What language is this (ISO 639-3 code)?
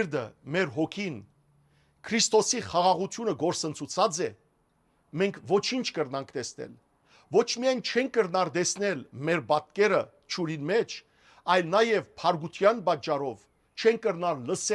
hyw